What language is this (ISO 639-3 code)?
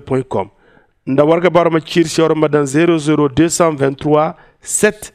dje